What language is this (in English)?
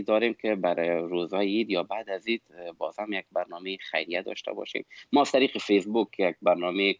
Persian